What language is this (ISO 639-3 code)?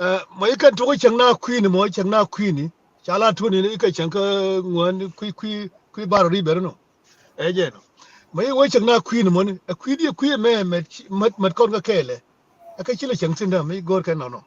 nus